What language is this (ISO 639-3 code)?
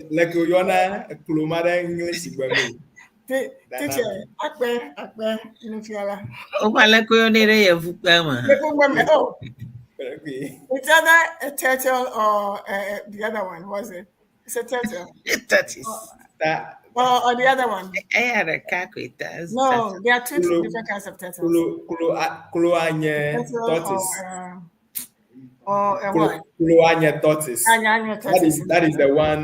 ewe